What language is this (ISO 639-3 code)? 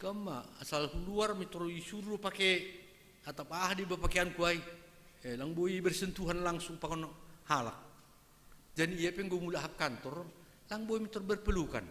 bts